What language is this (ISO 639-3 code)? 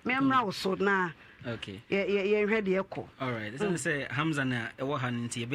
aka